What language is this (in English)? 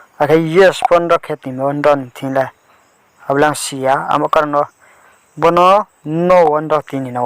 Riang (India)